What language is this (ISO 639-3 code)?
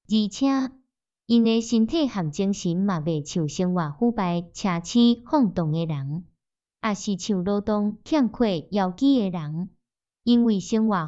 nan